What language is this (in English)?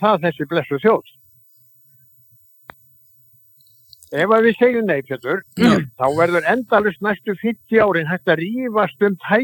Icelandic